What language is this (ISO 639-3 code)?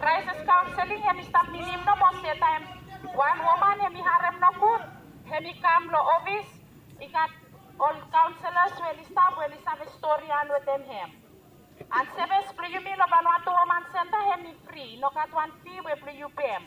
bis